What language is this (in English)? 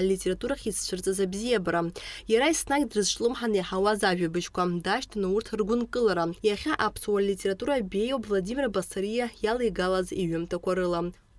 Abkhazian